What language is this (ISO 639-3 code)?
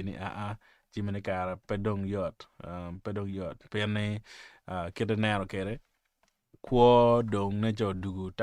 ach